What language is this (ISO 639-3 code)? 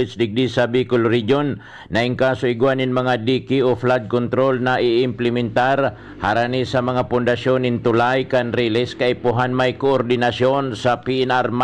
bik